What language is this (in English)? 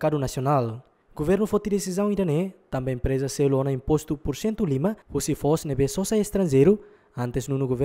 Tetum